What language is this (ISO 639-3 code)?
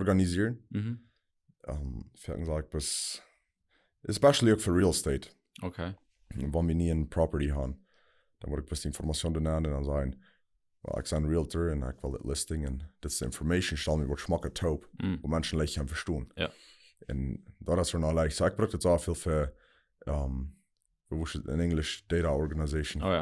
pdt